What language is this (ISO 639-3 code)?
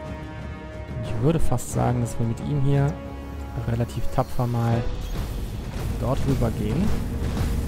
deu